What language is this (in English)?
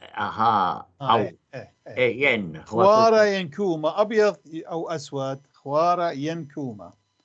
North Levantine Arabic